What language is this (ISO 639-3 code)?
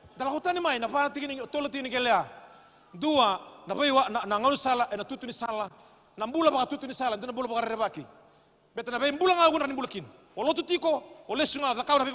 fij